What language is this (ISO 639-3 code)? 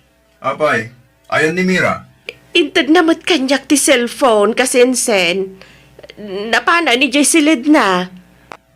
ilo